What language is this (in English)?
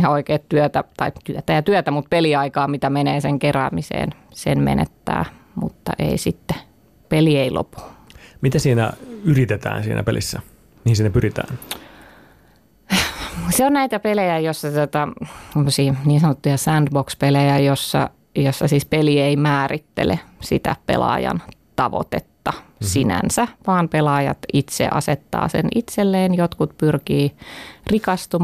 Finnish